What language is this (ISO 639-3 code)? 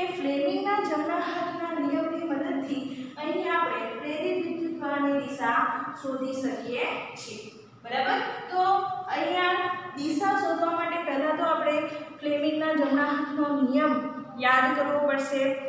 guj